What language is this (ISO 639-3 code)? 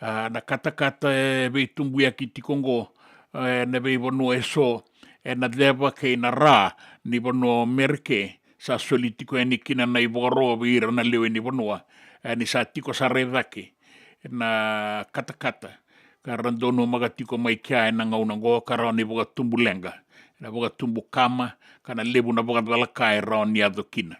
fij